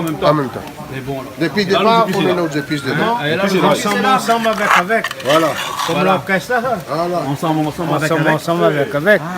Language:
Réunion Creole French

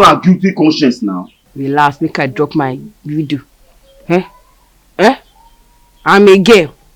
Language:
Nigerian Pidgin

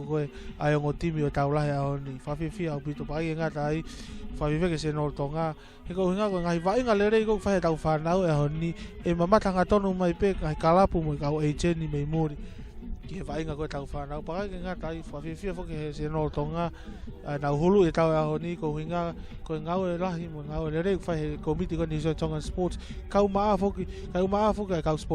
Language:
Tongan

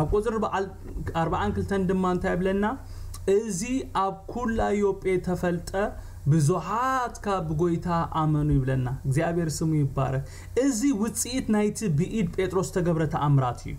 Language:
Tigrinya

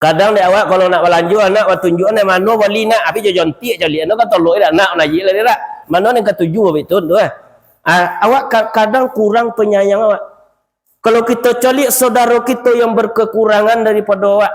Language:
Minangkabau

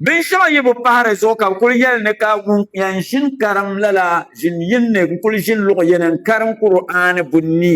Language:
Dagbani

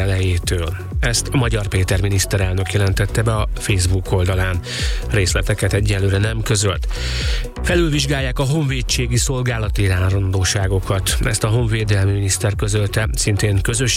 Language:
Hungarian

